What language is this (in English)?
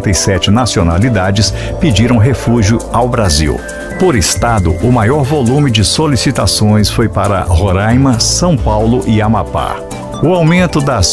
Portuguese